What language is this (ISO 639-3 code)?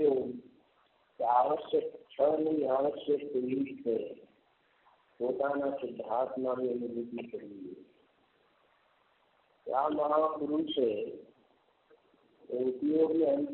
guj